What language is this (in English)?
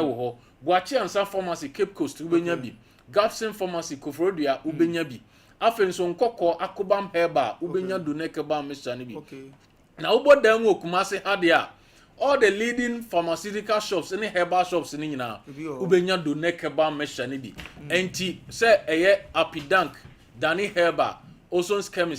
Akan